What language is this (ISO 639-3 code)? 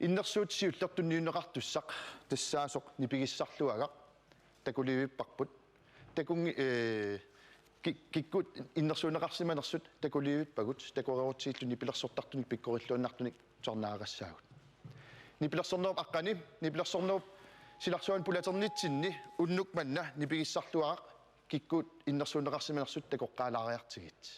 kal